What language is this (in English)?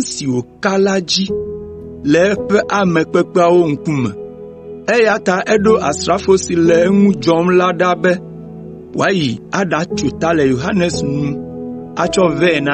Ewe